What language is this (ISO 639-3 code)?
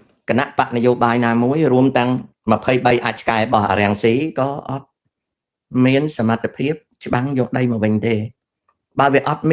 khm